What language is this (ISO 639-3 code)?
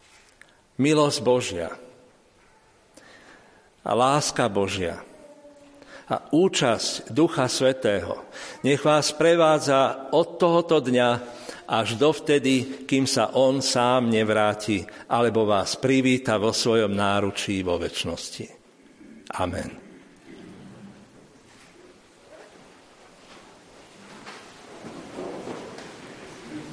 slk